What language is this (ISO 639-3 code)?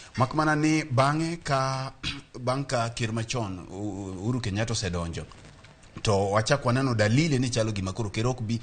luo